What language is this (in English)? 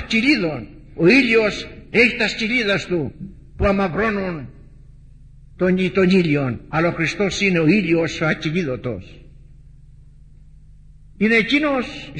Greek